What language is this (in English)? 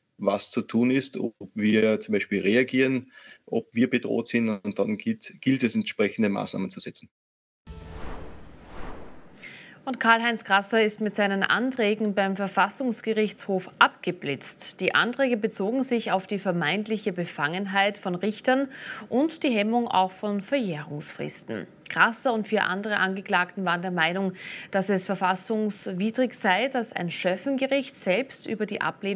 German